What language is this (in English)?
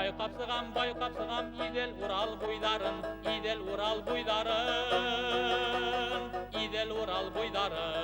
Bashkir